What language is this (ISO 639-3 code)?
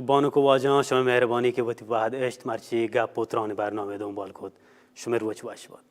bal